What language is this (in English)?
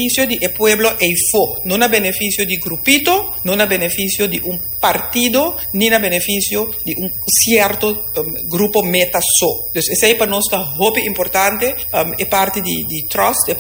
Papiamento